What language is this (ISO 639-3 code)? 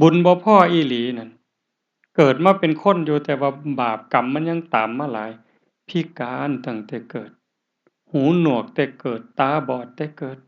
tts